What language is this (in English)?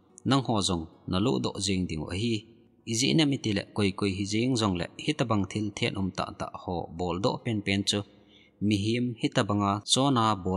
Thado Chin